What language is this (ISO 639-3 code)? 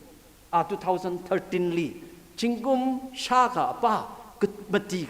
nmf